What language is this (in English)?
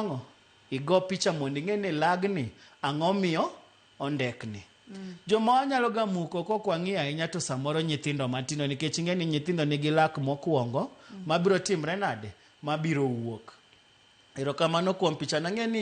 Luo (Kenya and Tanzania)